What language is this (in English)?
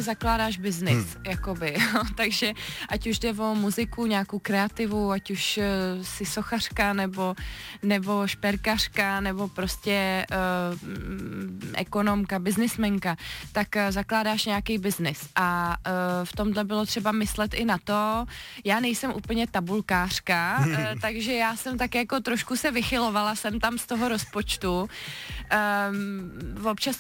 Czech